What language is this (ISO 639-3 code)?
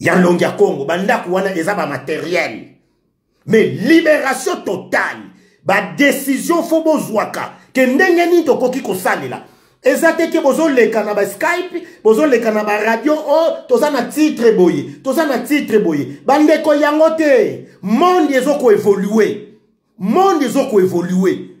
lin